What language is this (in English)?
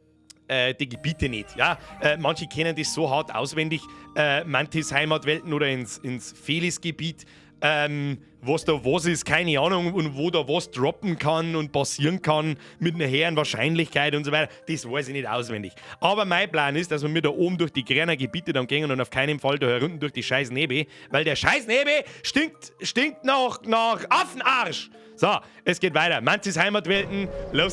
Bavarian